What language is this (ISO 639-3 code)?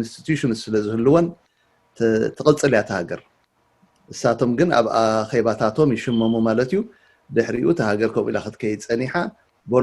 tir